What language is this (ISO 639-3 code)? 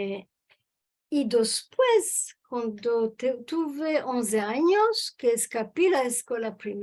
lad